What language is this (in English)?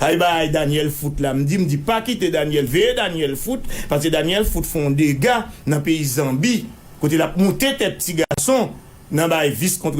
Haitian Creole